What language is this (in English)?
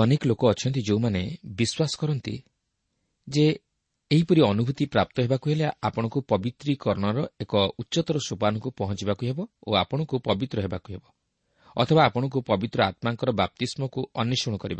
Odia